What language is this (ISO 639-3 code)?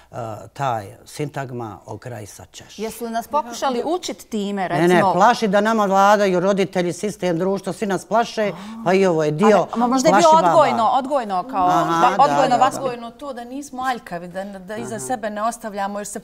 bos